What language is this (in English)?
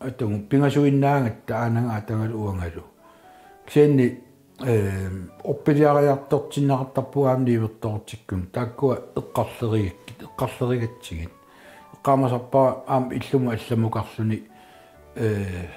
Kalaallisut